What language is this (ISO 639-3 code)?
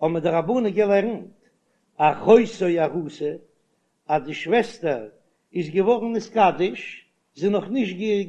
yid